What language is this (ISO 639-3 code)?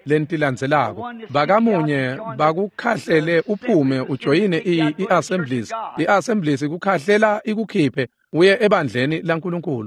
ssw